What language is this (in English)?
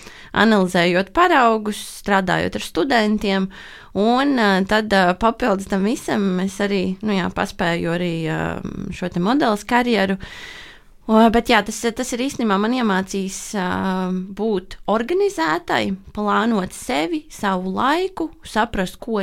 Latvian